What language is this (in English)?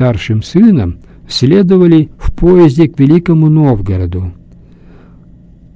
Russian